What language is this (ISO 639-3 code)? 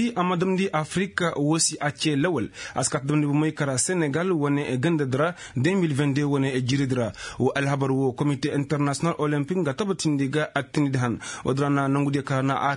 ses